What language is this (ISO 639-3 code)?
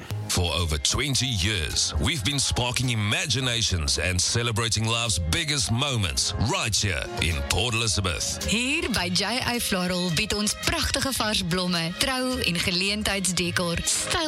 afr